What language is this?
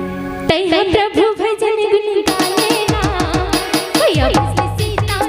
Chhattisgarhi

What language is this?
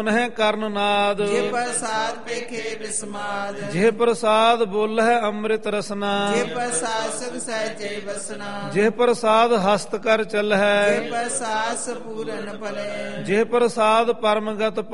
Punjabi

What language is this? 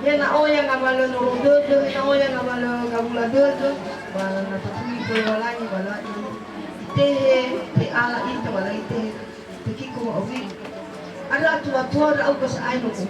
Nias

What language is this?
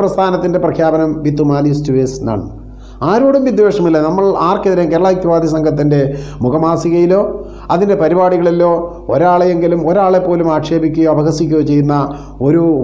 Malayalam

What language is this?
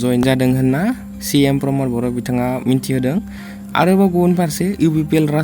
Bodo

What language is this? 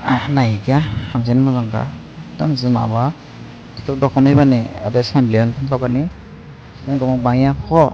Dimasa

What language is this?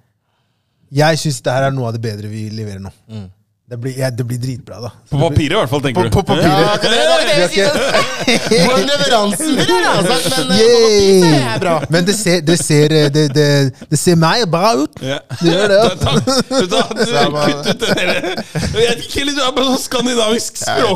Norwegian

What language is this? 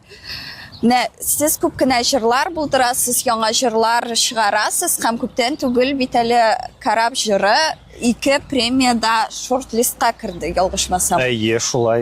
Tatar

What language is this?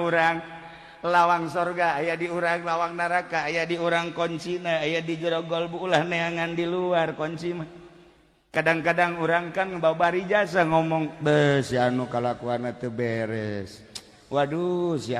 Sundanese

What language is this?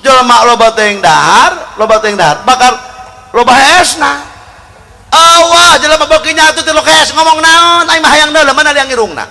Sundanese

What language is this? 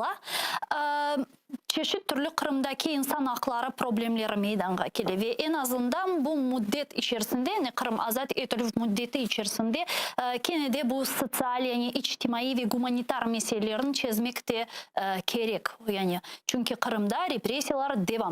Crimean Tatar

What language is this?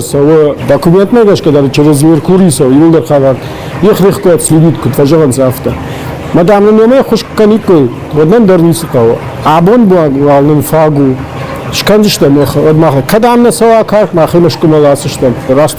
Ossetic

